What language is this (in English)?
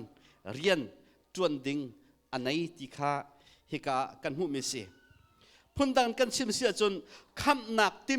Hakha Chin